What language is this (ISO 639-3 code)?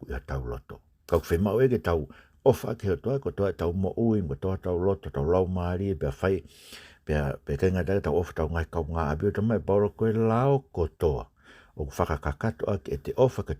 ton